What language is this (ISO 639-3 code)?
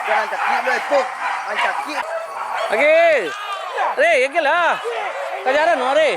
min